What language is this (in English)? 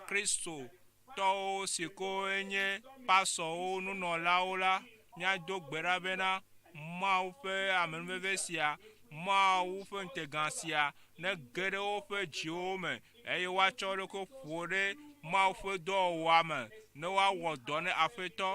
Ewe